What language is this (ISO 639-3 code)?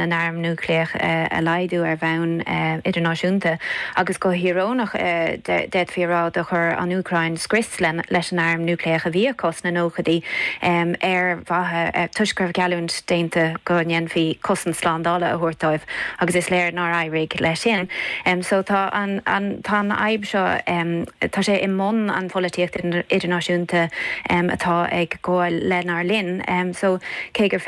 gle